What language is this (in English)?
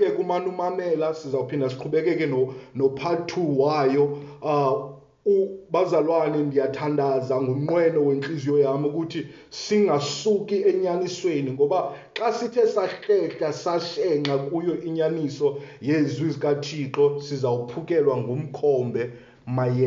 Xhosa